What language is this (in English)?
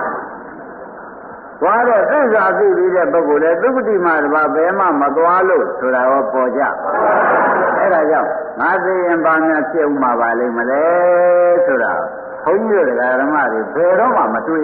Burmese